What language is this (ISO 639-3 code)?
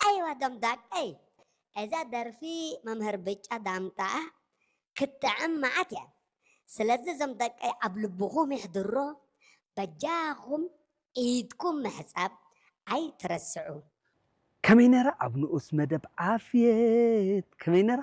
tir